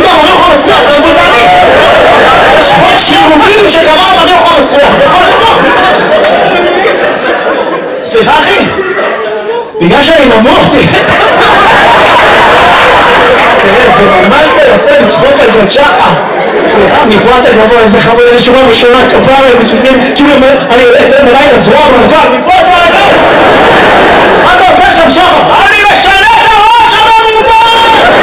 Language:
Hebrew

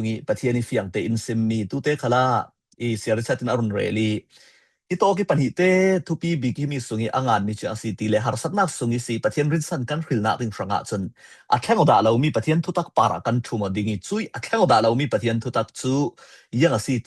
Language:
Falam Chin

